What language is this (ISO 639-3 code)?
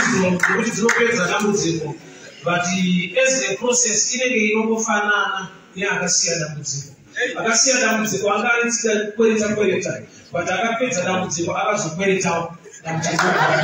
sna